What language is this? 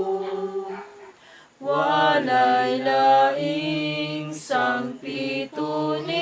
Cebuano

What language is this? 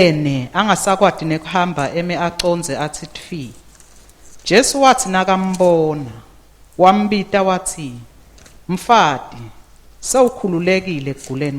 Swati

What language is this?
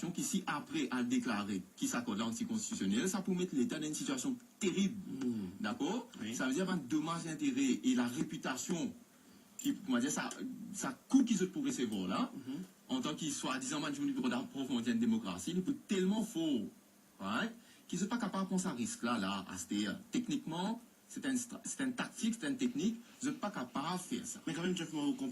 Morisyen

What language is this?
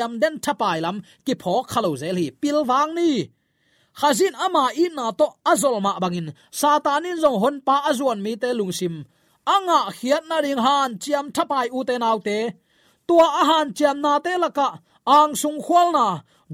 Tedim Chin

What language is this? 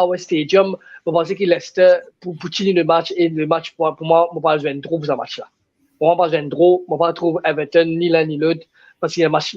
Morisyen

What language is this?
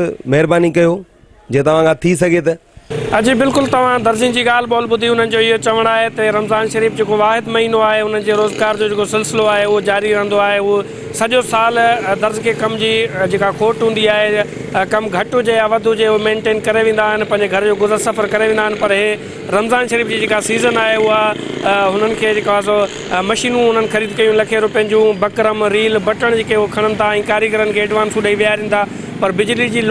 Sindhi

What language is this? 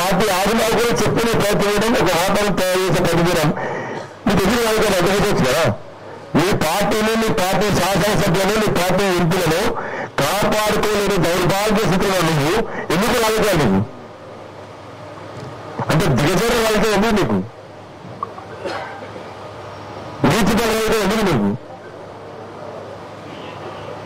Telugu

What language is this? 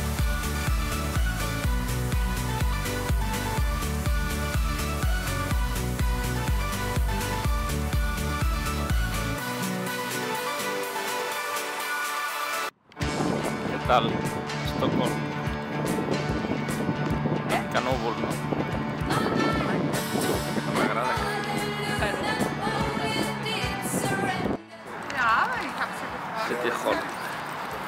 Catalan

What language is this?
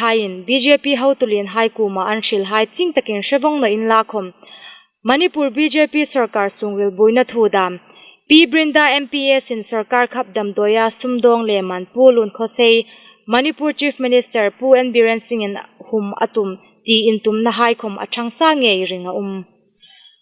Hmar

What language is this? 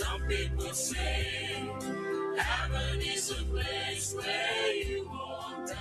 Gilbertese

